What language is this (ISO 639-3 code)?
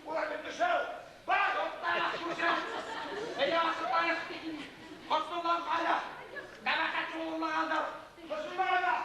bak